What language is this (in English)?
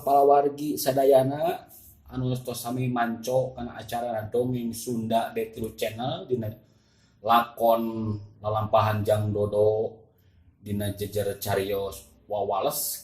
Sundanese